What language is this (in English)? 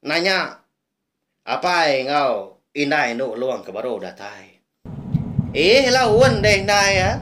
Iban